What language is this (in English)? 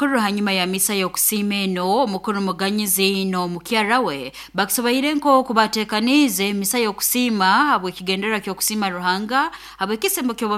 Nyoro